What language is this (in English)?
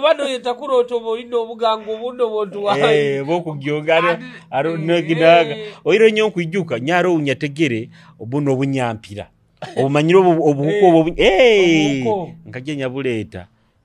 Nyoro